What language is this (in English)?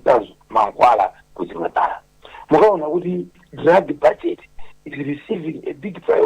Nyanja